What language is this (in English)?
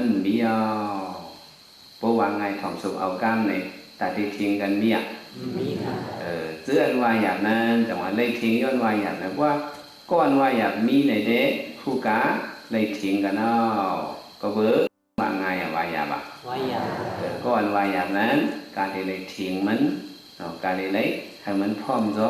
Shan